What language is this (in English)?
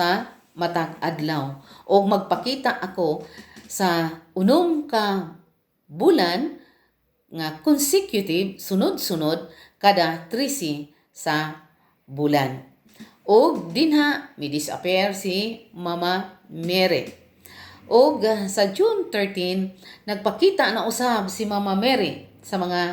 Cebuano